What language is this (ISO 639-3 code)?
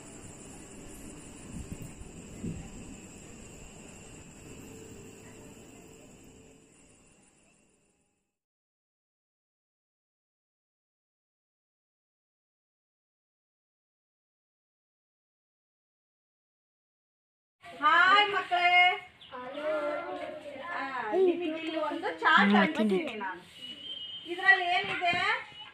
kan